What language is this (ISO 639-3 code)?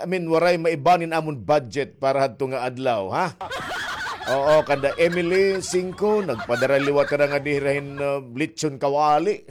war